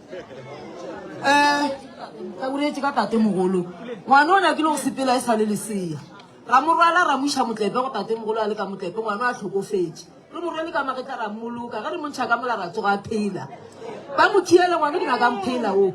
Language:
Northern Sotho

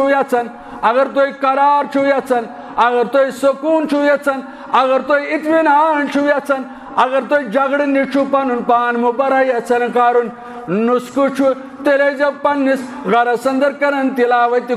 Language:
Kashmiri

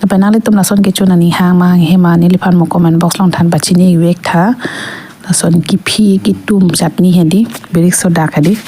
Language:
Karbi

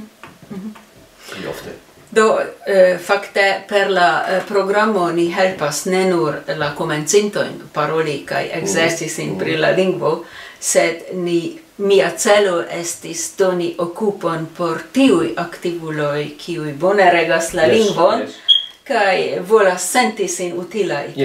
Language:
Esperanto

